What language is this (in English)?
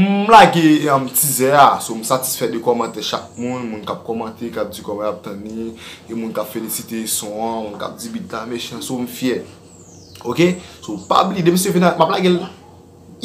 Haitian Creole